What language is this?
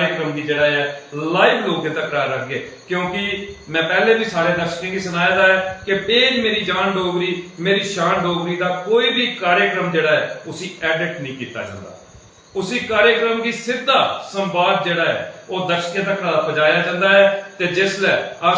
Dogri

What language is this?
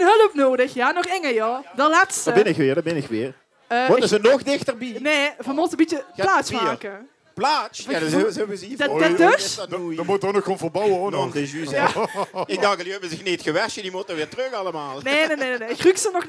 Limburgish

